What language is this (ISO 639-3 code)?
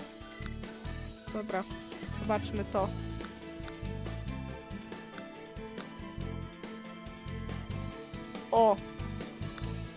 pol